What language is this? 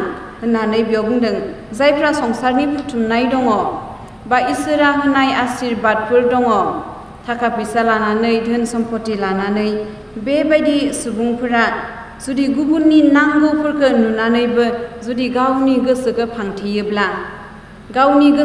Bodo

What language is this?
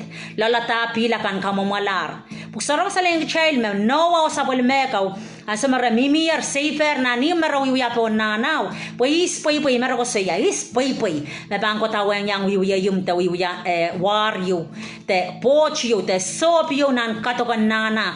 Pohnpeian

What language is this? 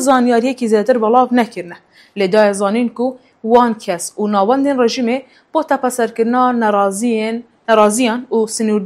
Kurdish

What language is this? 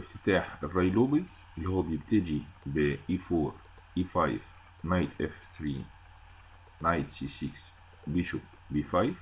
Egyptian Arabic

